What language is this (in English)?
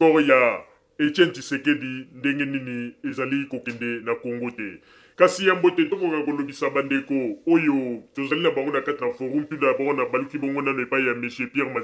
Lingala